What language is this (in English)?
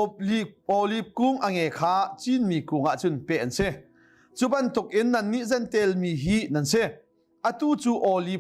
Hakha Chin